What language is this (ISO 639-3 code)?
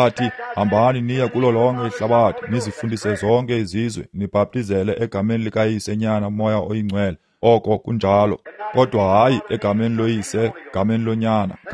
xho